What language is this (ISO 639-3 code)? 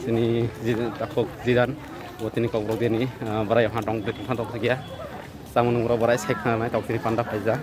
trp